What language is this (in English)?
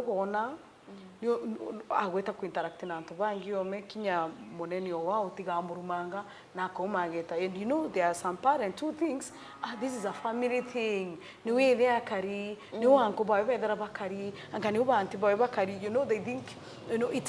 Meru